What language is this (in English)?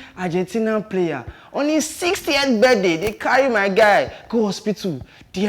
Nigerian Pidgin